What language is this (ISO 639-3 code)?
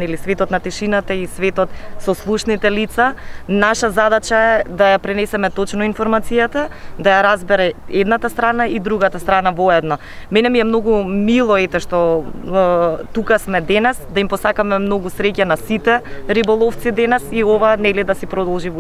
mkd